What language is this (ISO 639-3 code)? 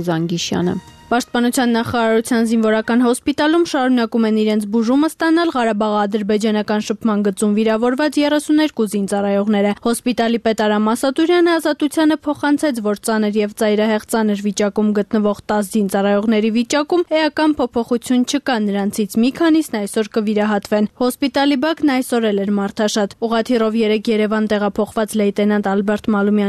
hye